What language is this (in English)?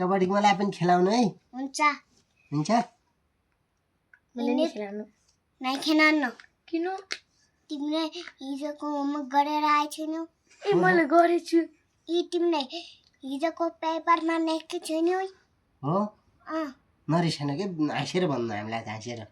Nepali